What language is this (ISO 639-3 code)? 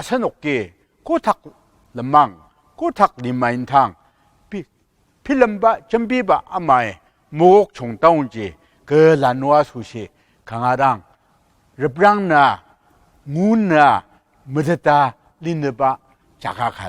njo